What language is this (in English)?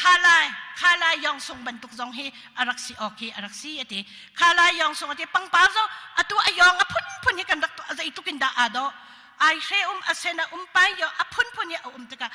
Hakha Chin